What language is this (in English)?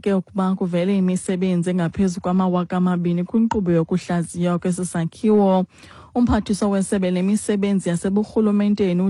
Xhosa